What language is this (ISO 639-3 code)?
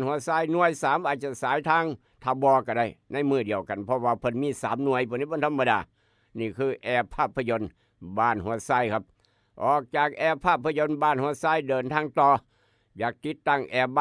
tts